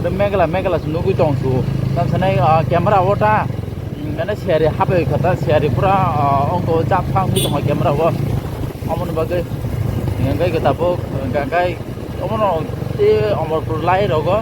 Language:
Kok Borok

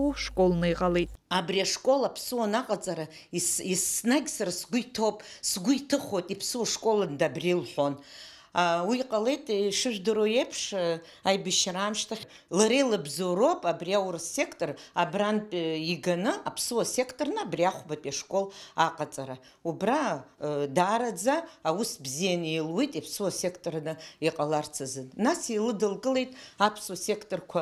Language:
Abkhazian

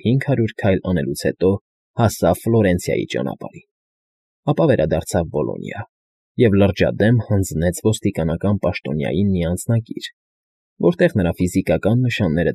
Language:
Armenian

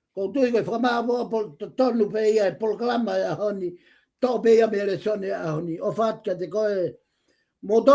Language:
Tongan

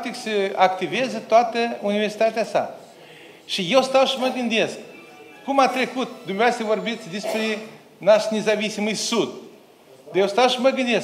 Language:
Romanian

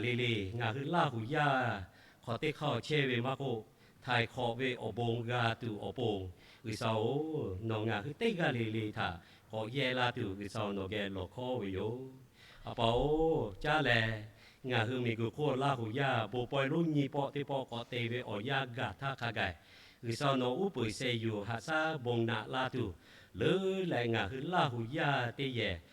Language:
Lahu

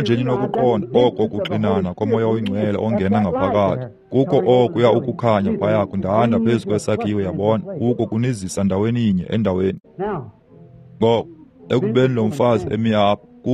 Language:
Xhosa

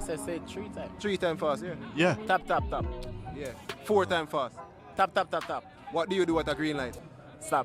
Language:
Jamaican Creole English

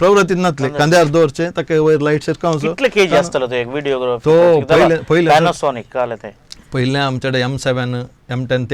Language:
Konkani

